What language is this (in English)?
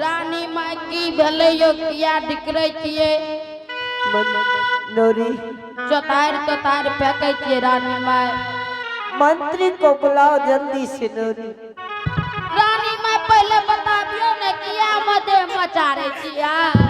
Angika